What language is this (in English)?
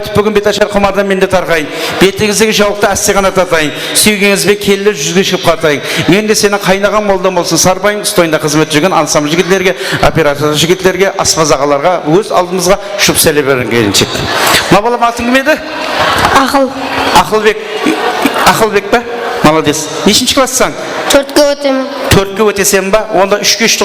Kara-Kalpak